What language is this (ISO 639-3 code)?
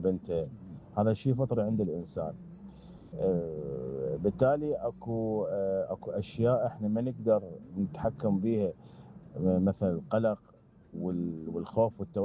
acm